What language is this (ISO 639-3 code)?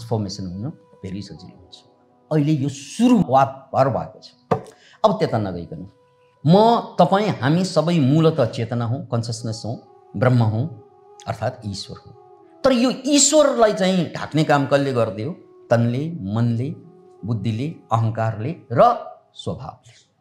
nep